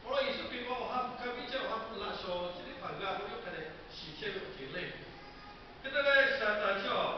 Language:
Lahu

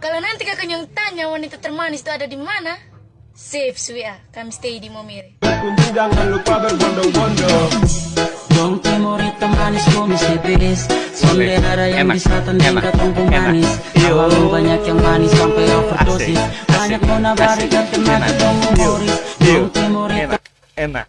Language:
Ambonese Malay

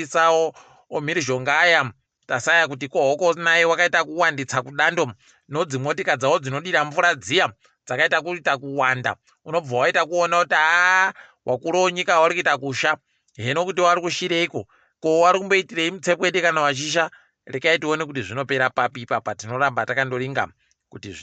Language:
Ndau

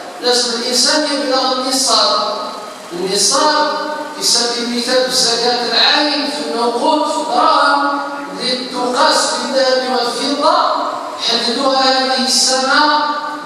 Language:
Algerian Arabic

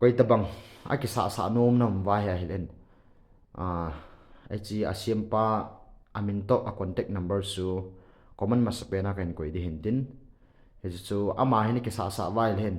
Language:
Thado Chin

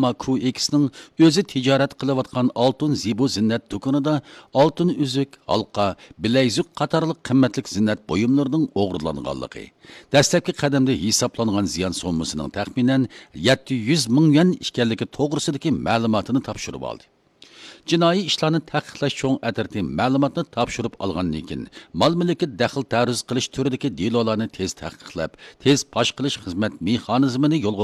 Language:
Uyghur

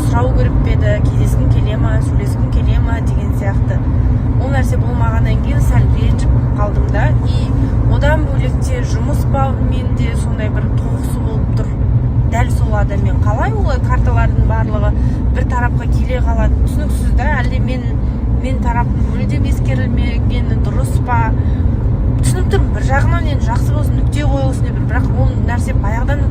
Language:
Kazakh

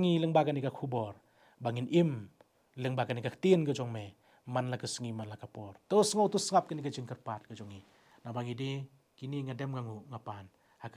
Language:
Khasi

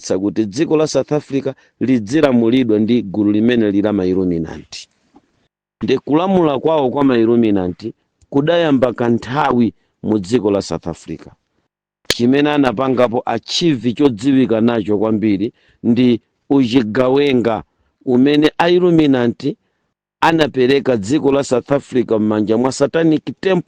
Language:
Nyanja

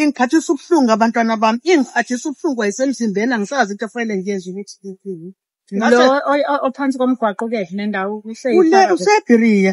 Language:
Zulu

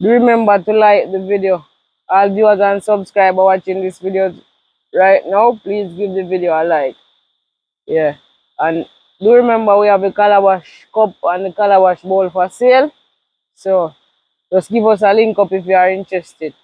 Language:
Jamaican Creole English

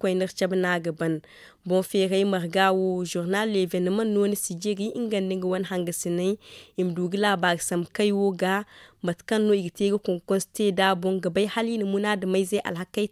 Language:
Zarma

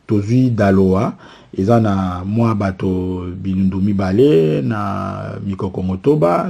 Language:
Lingala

